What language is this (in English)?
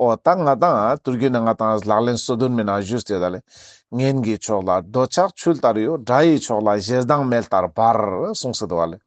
Ladakhi